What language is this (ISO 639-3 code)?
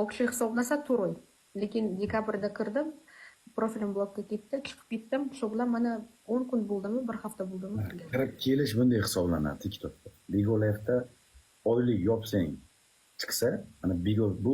uzb